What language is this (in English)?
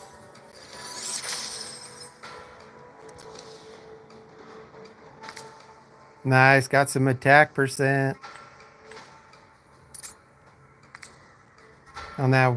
English